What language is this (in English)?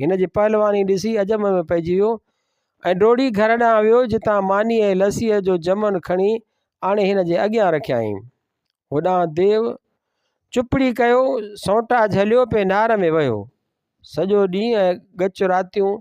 Sindhi